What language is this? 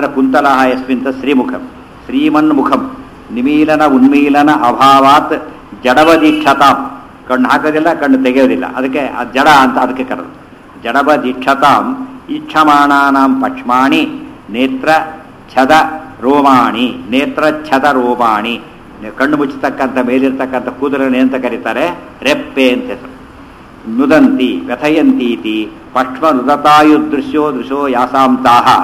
Kannada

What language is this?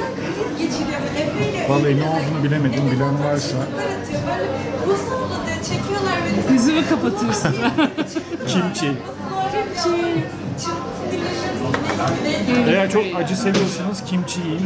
Turkish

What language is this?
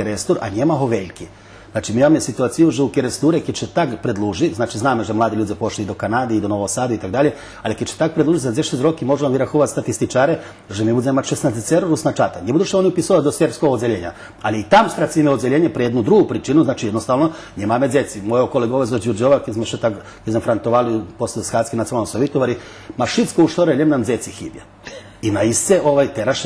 Rusyn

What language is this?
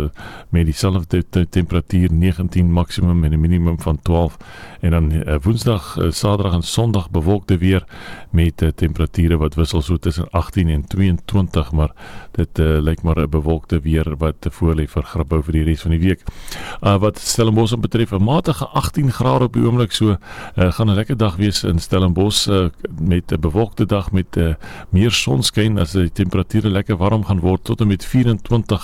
Afrikaans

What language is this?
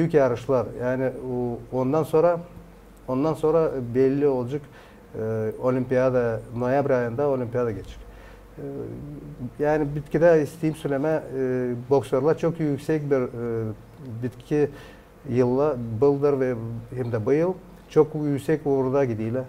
Gagauz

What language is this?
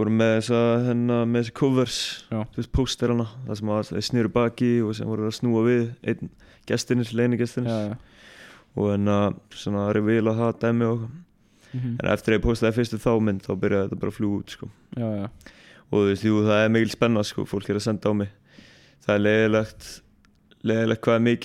Icelandic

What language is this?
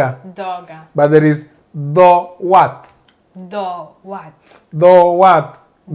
Luo (Kenya and Tanzania)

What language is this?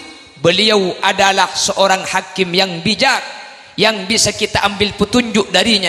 Madurese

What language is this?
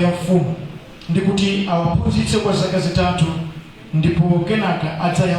Nyanja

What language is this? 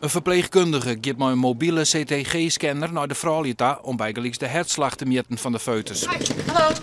Western Frisian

